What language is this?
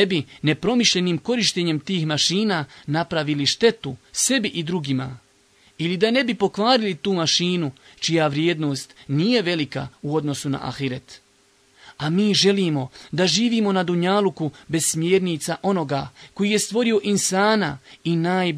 Bosnian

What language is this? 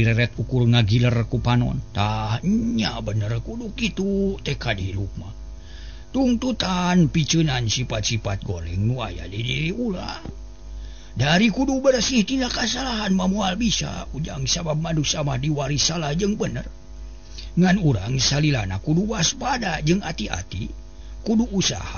Sundanese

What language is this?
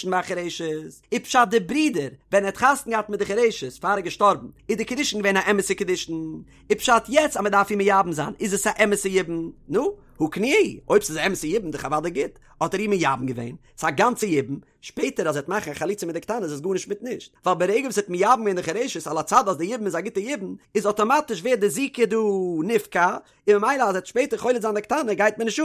Yiddish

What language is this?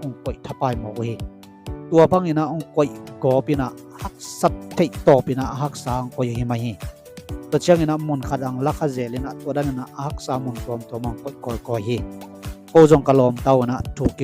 Tedim Chin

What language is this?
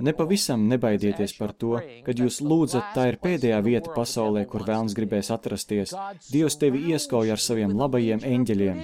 Latvian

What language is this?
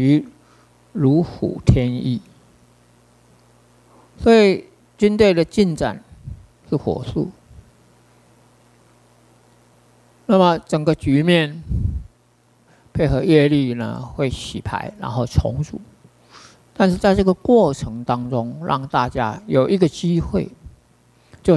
Chinese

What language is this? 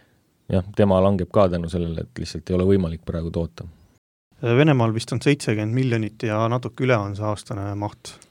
Estonian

